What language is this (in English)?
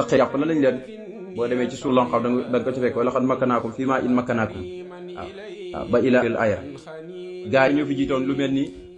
Wolof